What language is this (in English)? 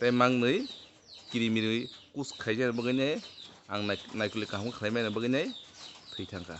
Kok Borok